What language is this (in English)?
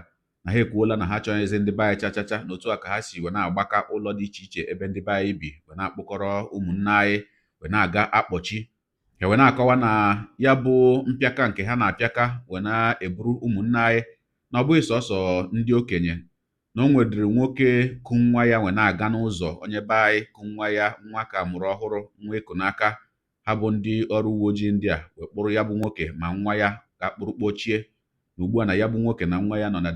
Igbo